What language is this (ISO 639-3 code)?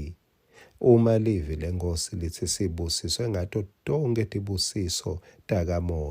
ssw